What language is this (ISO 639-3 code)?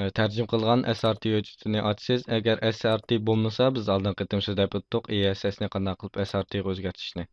uig